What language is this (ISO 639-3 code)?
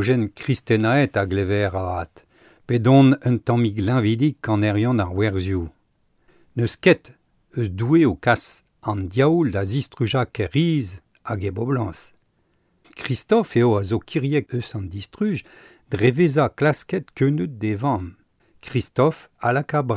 bre